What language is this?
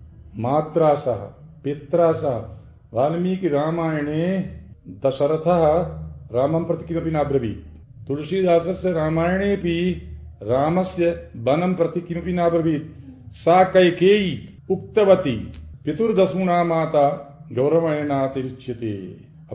Sanskrit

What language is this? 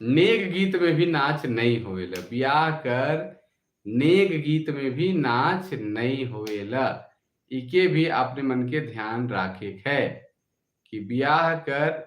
Sadri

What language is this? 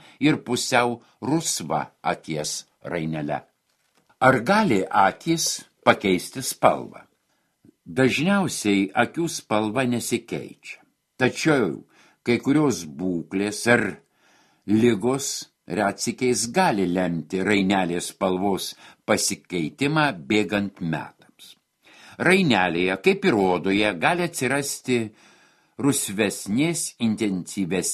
Lithuanian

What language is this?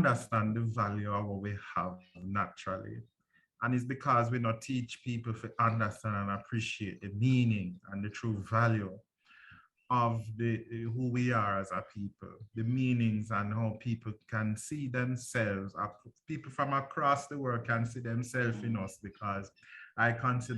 Jamaican Creole English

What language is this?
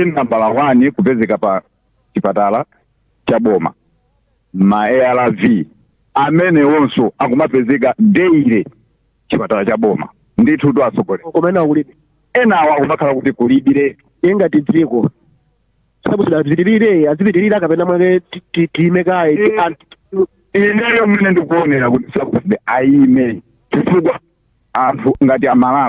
Nyanja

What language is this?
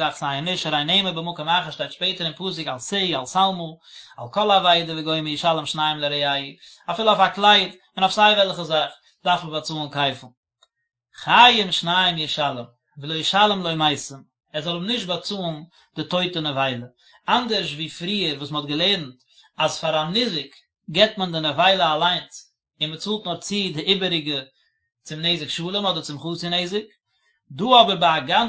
Yiddish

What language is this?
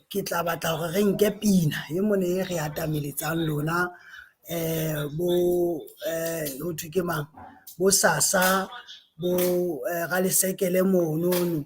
Southern Sotho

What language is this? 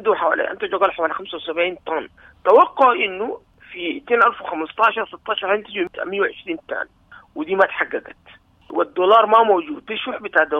Sudanese Arabic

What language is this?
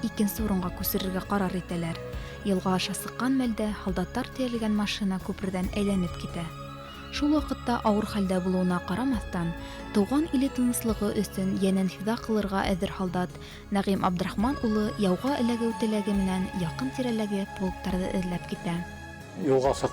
Bashkir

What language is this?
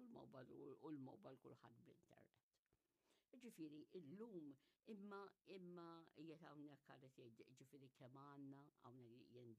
Maltese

